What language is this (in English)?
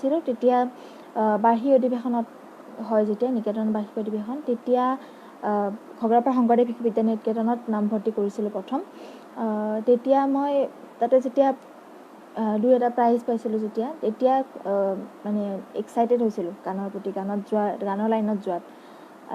Assamese